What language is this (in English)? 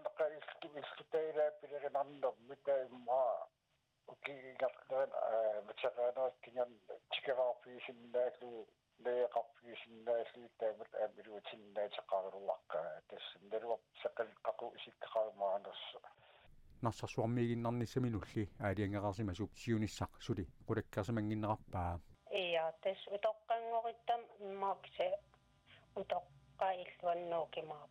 Kalaallisut